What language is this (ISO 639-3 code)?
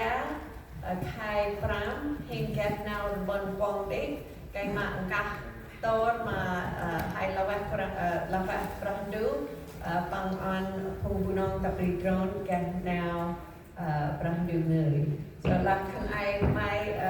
cmo